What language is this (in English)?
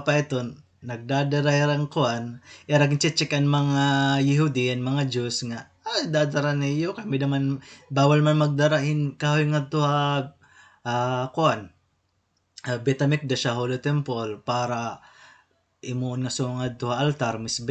Waray